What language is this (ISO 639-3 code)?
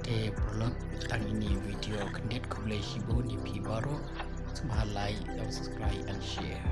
kha